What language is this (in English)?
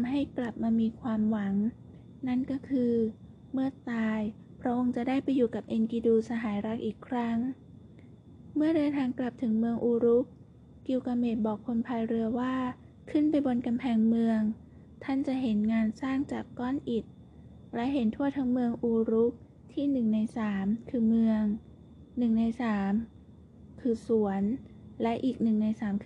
Thai